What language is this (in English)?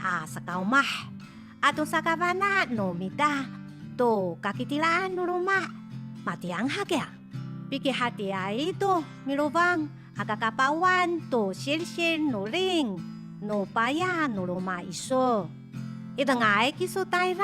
Amis